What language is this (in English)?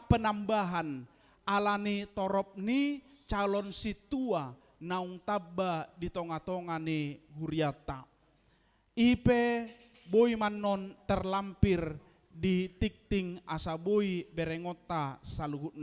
Batak Toba